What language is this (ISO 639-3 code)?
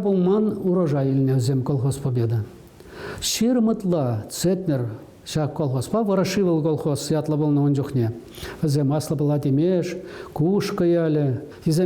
chv